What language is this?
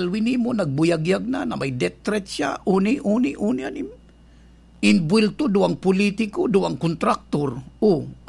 Bikol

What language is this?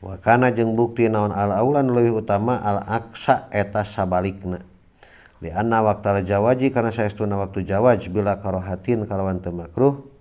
Sundanese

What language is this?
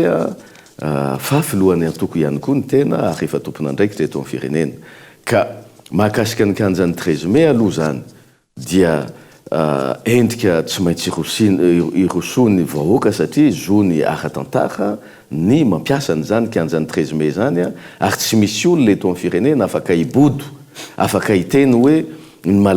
Malagasy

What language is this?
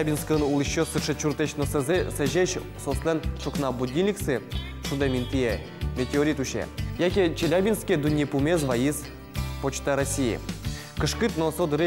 Udmurt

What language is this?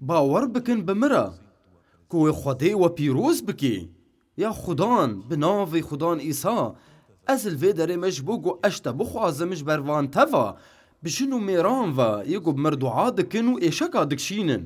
Kurdish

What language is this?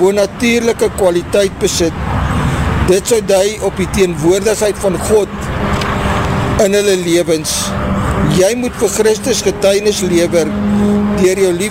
Afrikaans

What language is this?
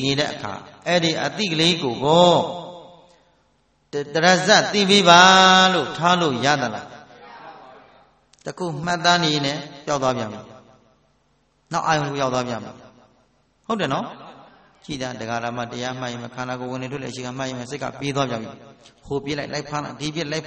Burmese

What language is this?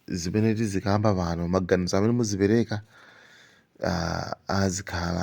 Nyanja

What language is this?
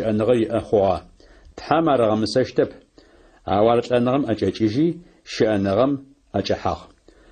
Adyghe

